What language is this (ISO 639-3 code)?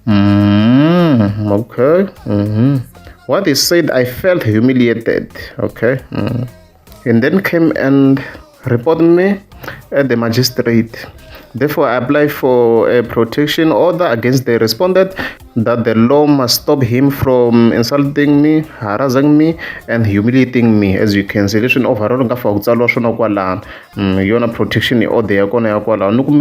tso